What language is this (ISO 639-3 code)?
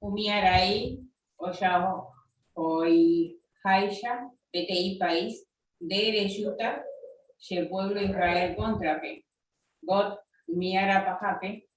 grn